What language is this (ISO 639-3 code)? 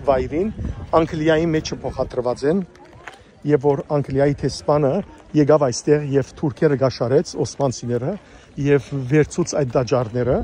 hyw